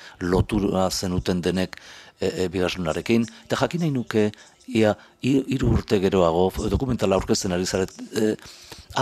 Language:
Basque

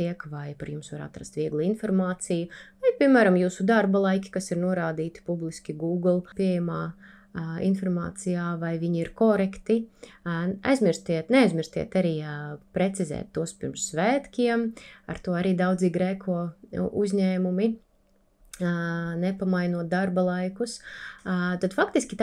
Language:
Latvian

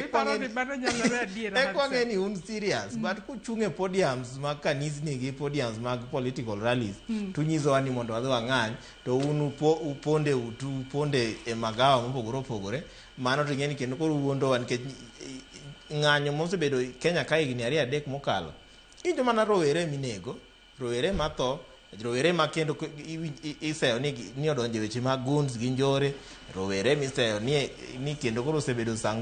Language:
Luo (Kenya and Tanzania)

